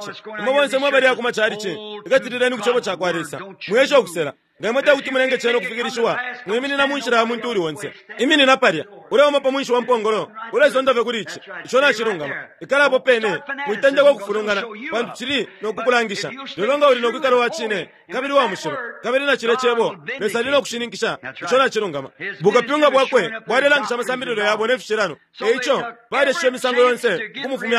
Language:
Bemba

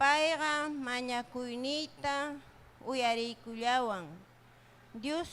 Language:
Ayacucho Quechua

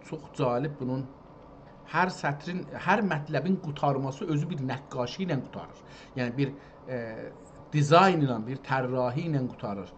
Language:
South Azerbaijani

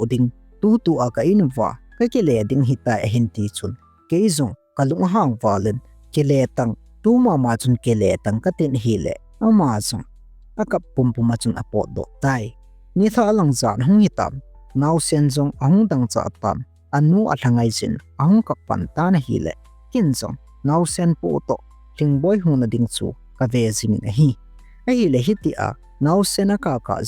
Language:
Thado Chin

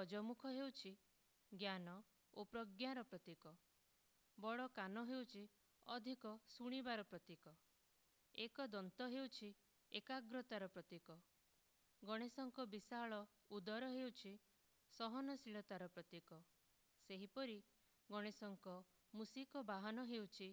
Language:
Odia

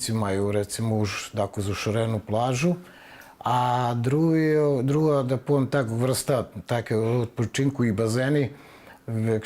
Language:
Rusyn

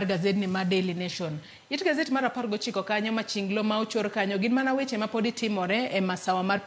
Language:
Luo (Kenya and Tanzania)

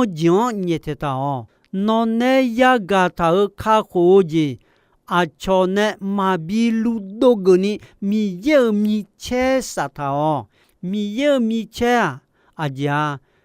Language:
Akha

